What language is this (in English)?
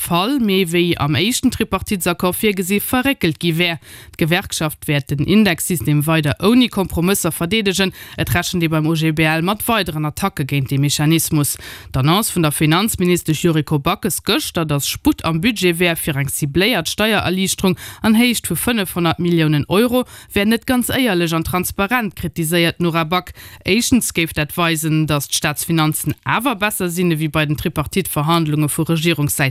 Luxembourgish